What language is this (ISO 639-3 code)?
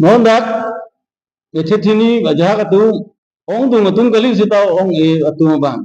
mjw